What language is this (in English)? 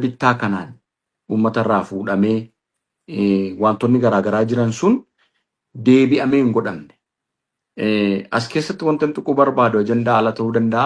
Oromo